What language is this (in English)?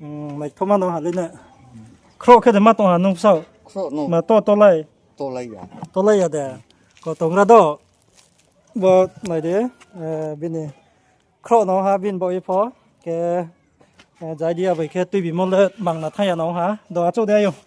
Riang (India)